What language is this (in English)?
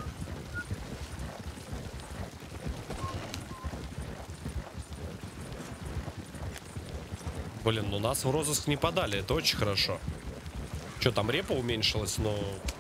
Russian